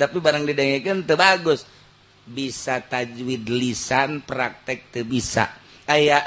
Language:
Sundanese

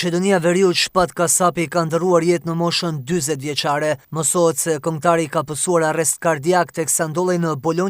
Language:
Albanian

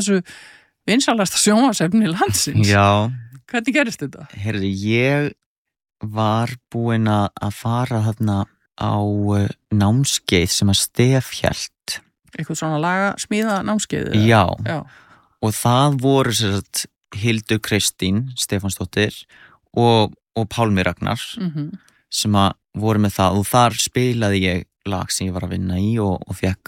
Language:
Icelandic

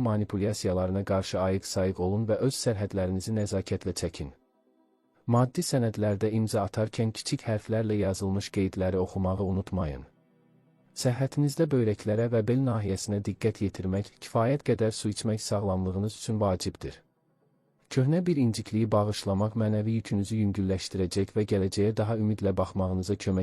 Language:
Azerbaijani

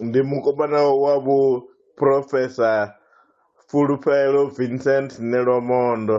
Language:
Venda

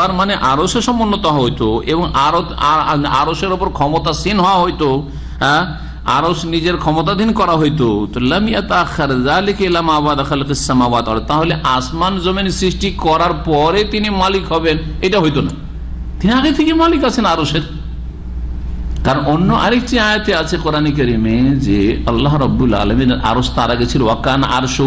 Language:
Bangla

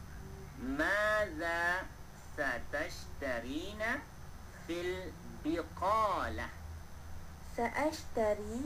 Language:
Malay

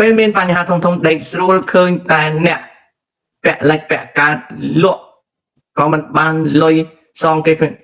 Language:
Khmer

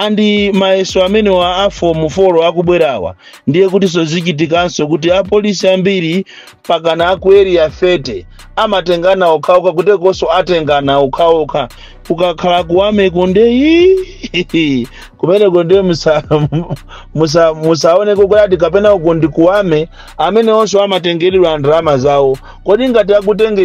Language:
Nyanja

